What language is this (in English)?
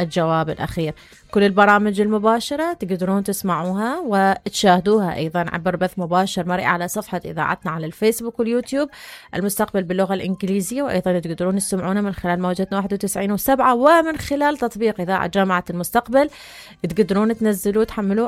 Mesopotamian Arabic